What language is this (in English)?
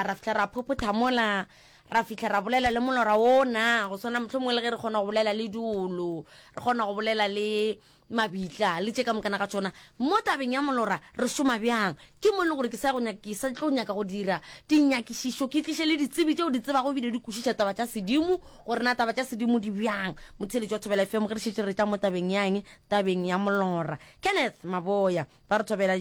Northern Sotho